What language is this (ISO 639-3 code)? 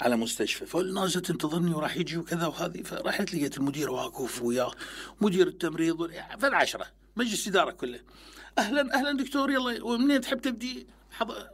acm